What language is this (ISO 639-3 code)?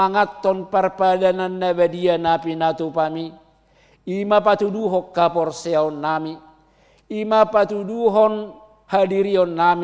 bbc